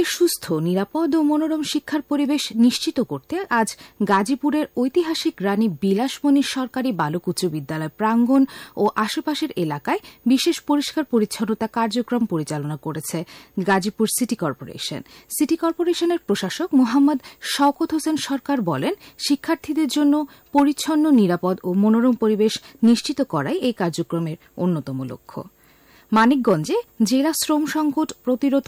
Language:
Bangla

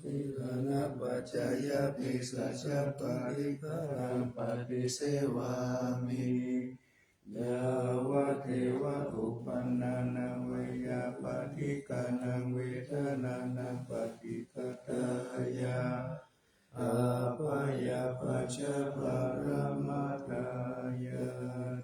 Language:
Pali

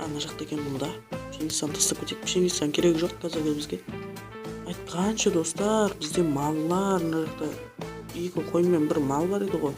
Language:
Kara-Kalpak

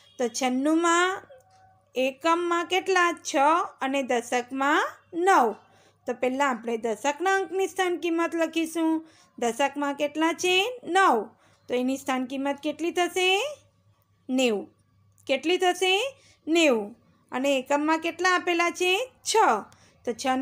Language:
Gujarati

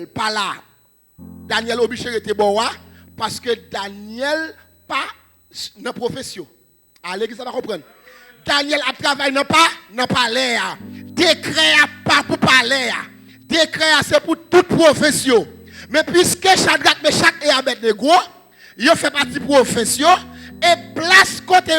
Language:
Haitian Creole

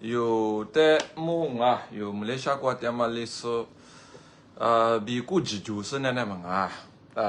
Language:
Lisu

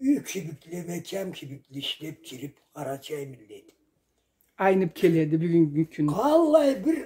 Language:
Karachay-Balkar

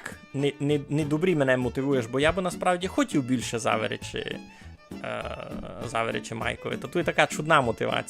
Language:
Rusyn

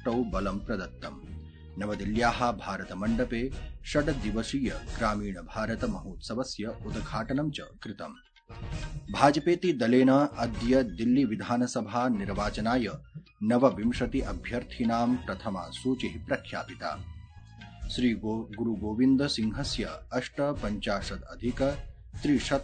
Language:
Sanskrit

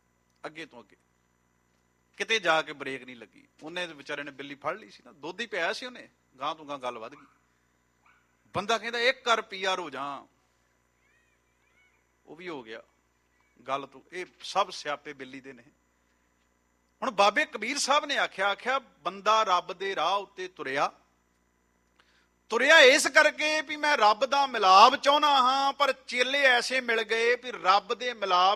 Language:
Punjabi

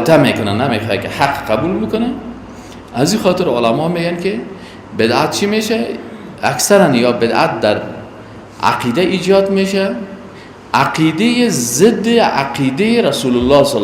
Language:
Persian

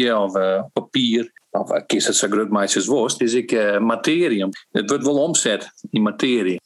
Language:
Western Frisian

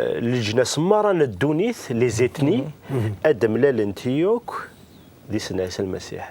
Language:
Kabyle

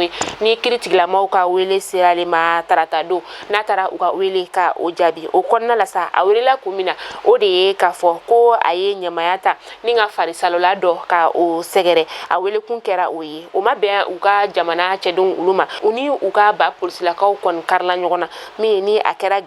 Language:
Bambara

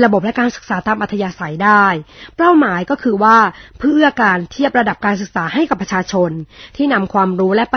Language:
Thai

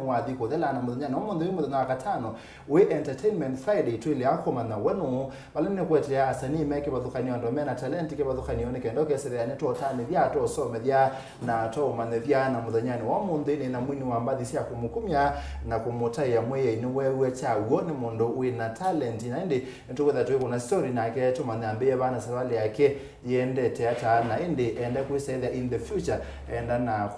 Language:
Kamba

